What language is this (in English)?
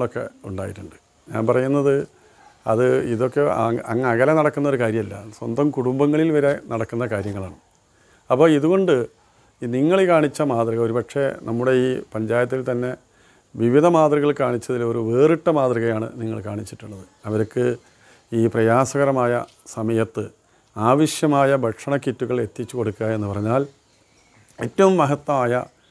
Malayalam